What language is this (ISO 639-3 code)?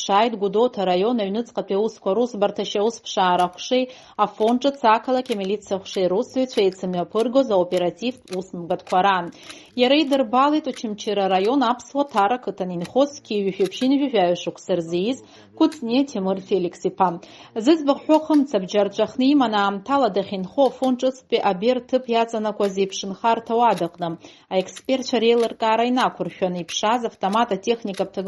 abk